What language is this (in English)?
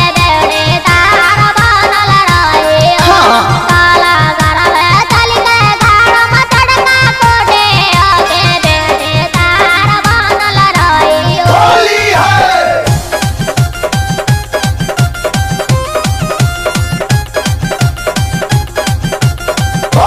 Bhojpuri